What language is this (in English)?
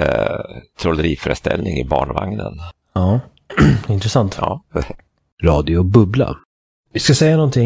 Swedish